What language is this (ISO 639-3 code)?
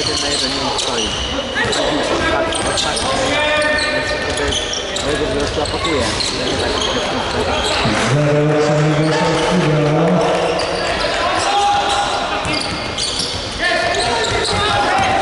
pol